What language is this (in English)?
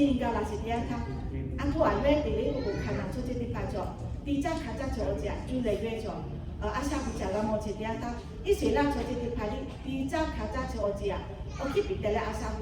Lahu